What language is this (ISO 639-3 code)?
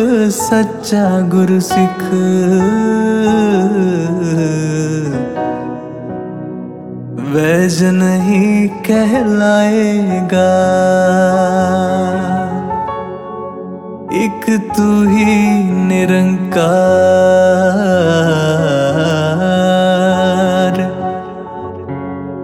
hin